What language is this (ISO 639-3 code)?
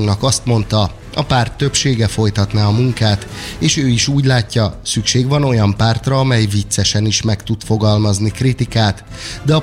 hun